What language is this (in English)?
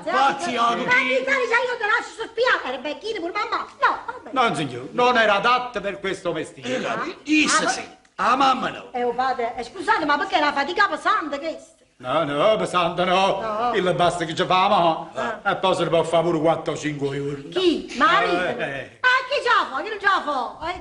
Neapolitan